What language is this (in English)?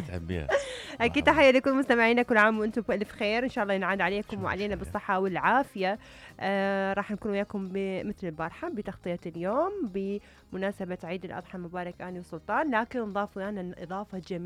Mesopotamian Arabic